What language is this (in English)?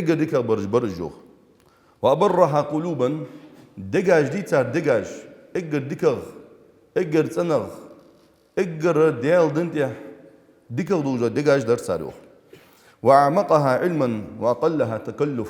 Ingush